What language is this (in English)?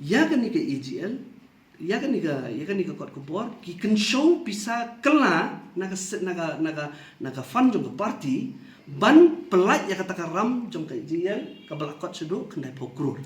Khasi